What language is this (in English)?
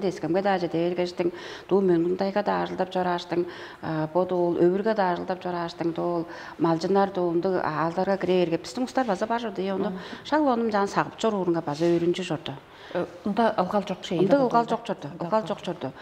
Tuvinian